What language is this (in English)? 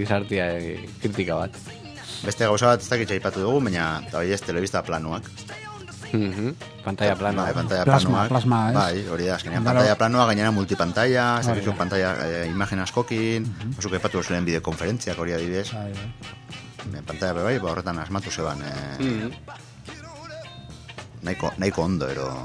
Basque